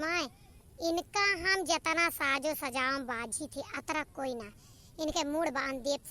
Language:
Awadhi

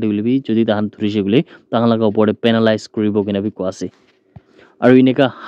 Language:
Naga Pidgin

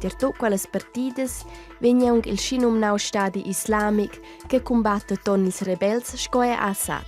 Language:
Romansh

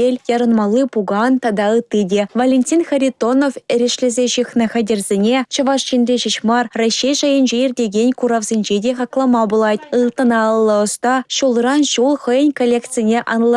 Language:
Chuvash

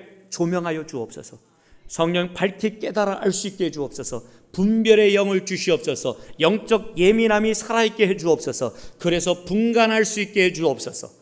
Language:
Korean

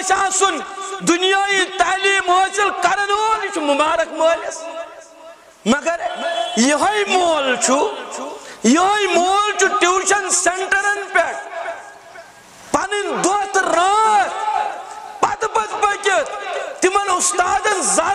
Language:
Kashmiri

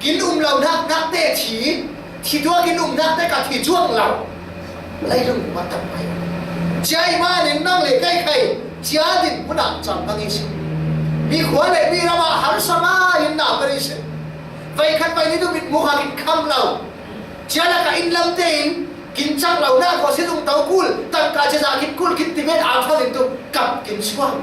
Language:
Falam Chin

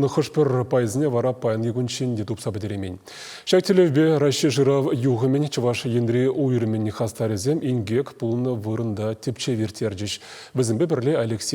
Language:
Chuvash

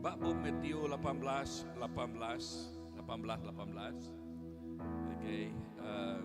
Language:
Iban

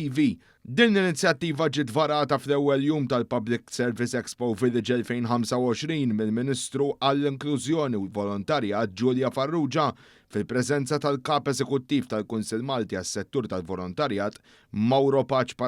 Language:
Maltese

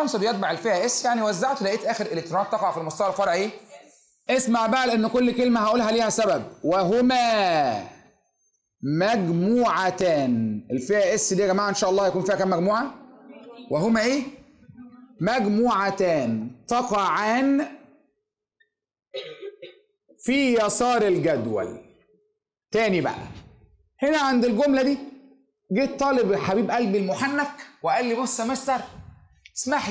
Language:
Egyptian Arabic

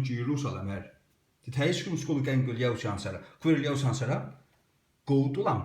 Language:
Faroese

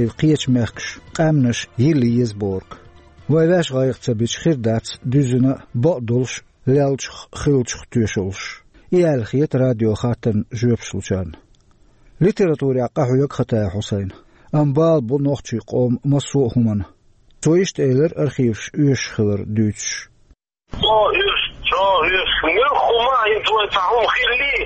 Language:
Chechen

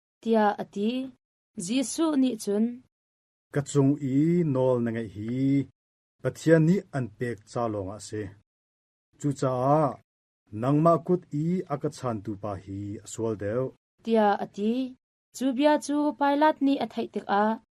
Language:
Hakha Chin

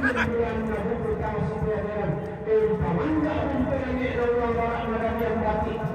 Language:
Toraja-Sa'dan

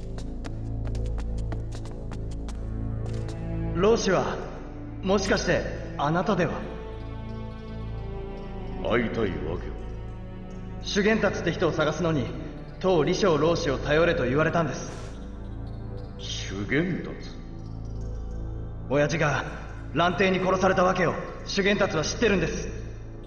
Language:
Japanese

